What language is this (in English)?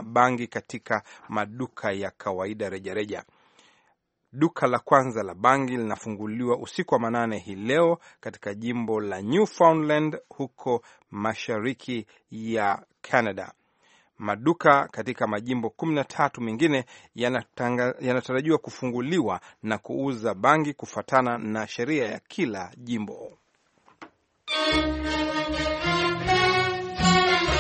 Swahili